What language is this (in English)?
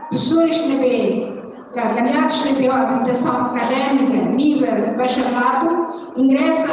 Tetum